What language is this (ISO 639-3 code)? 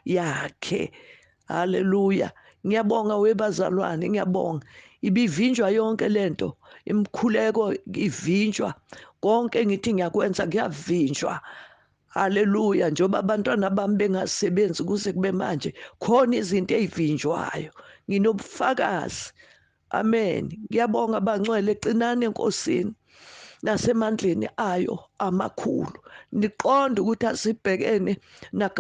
zul